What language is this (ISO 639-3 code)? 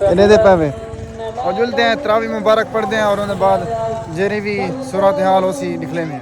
skr